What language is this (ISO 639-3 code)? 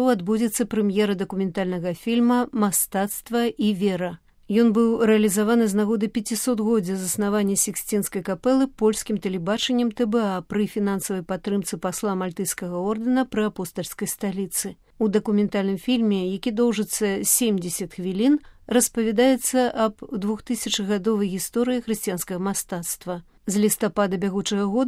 bel